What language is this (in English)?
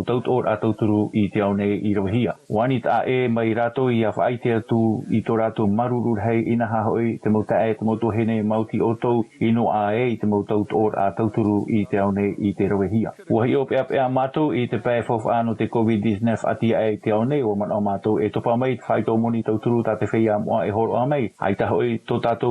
Tahitian